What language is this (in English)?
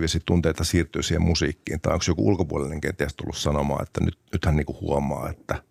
Finnish